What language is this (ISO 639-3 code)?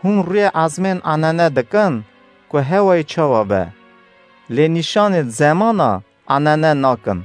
kur